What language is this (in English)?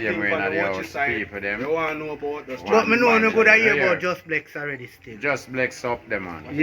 Jamaican Creole English